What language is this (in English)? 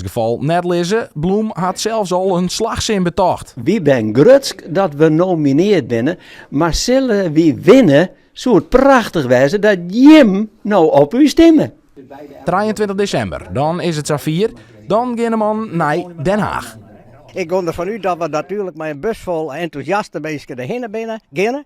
Western Frisian